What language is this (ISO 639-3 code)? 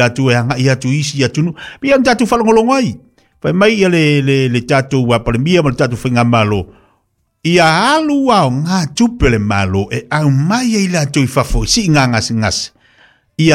smo